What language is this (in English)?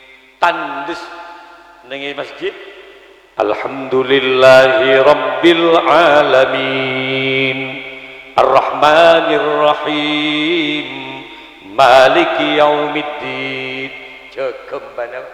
Madurese